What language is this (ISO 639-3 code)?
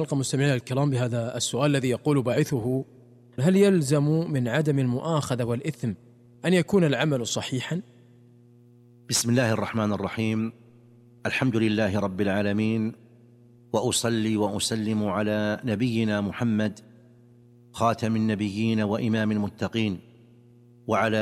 ara